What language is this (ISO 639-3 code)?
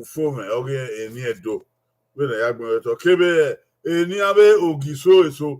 bin